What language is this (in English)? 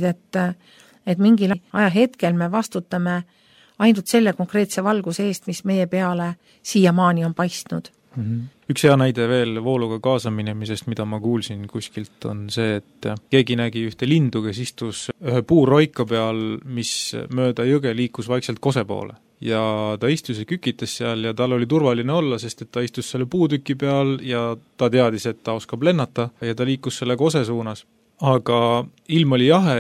Estonian